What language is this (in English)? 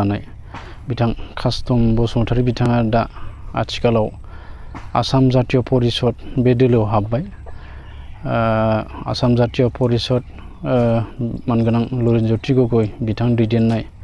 Bodo